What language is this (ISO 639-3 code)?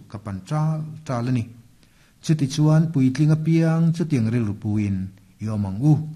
lus